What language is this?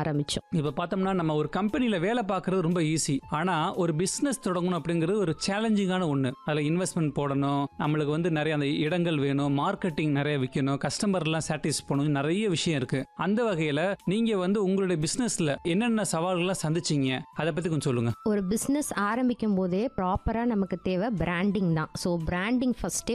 Tamil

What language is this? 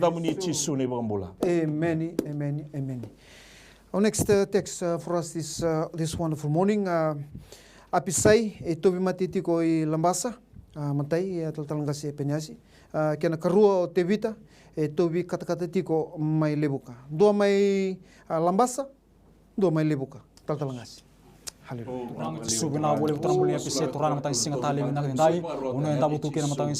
Fijian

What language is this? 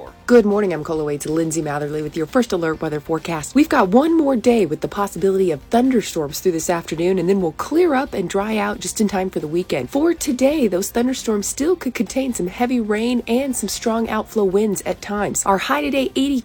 English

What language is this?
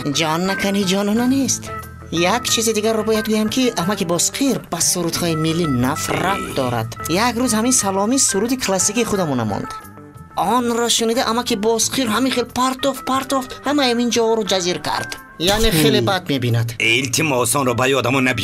Tajik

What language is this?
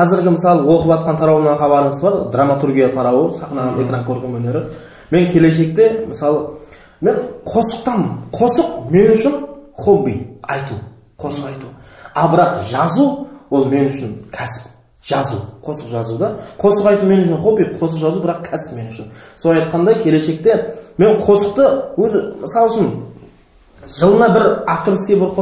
Kara-Kalpak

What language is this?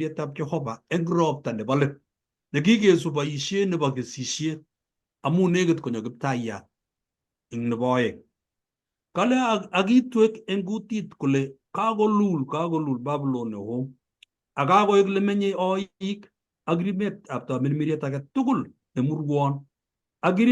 Kalenjin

